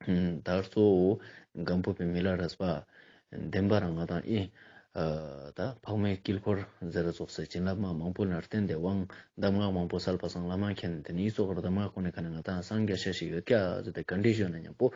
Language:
Ladakhi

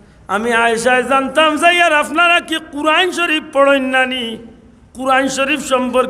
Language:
Sylheti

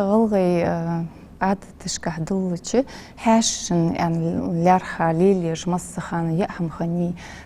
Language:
Ingush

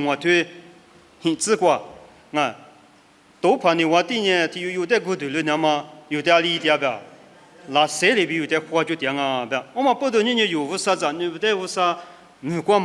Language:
Lisu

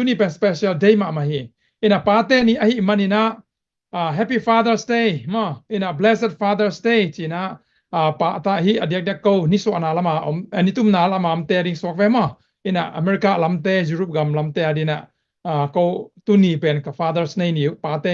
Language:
Tedim Chin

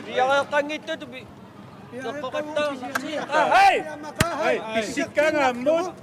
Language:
Kalaallisut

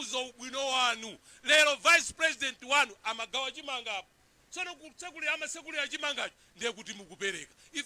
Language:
Nyanja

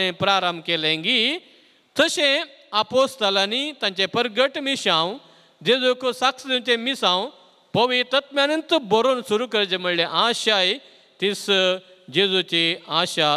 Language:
Konkani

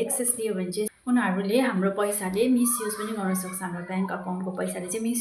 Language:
Nepali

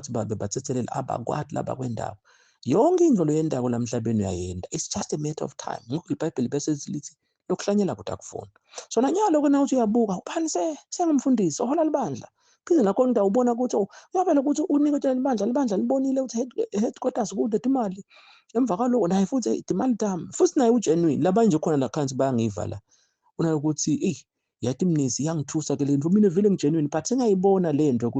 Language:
Zulu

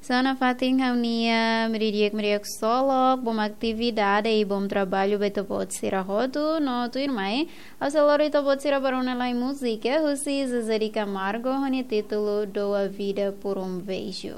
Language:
Tetum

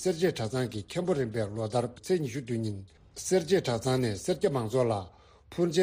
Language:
Tibetan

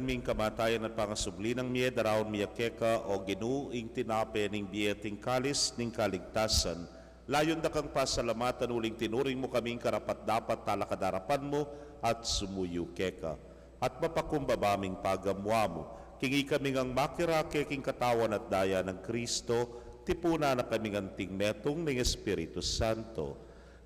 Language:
Pampanga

